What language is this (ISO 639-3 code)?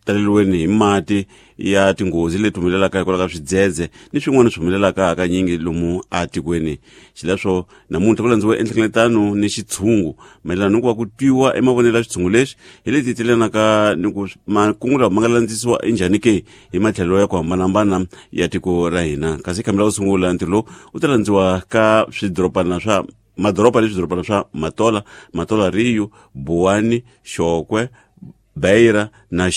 tso